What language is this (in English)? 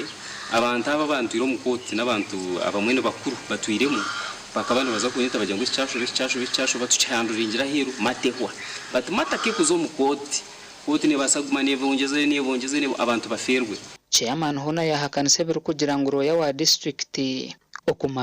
Nyankole